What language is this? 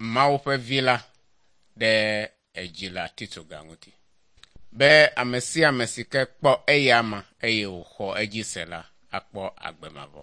Ewe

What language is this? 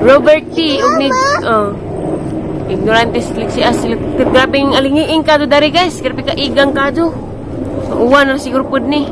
Cebuano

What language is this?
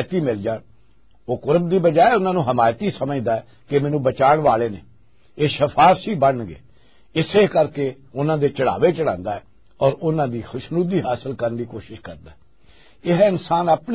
Western Panjabi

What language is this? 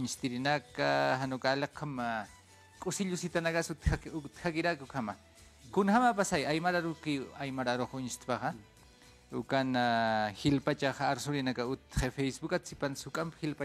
Aymara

